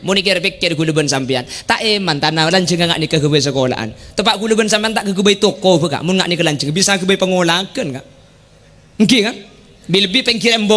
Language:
Madurese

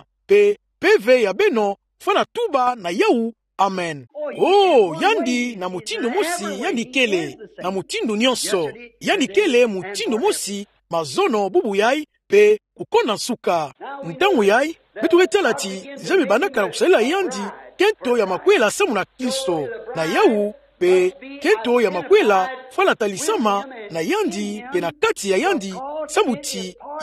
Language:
Kituba (Democratic Republic of Congo)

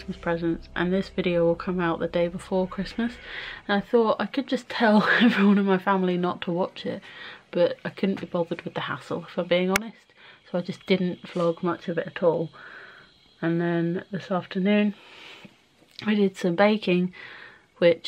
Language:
English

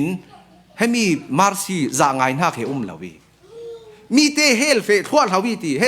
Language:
Falam Chin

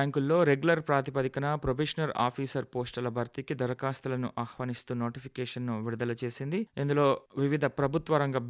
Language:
Telugu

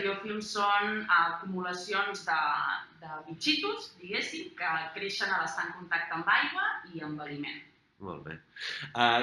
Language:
Catalan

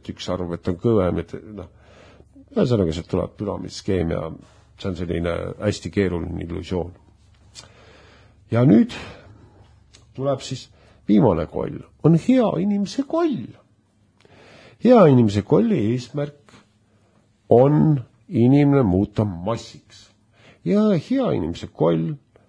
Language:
Estonian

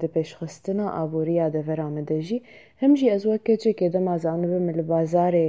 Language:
Kurdish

